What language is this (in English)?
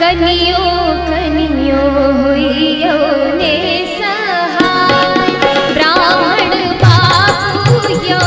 Maithili